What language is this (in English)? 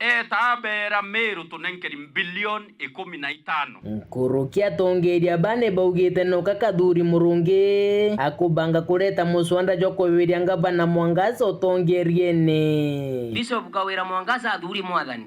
Meru